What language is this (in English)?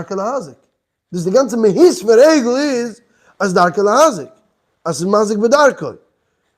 Yiddish